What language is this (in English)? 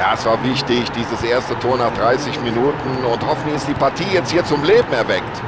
Bavarian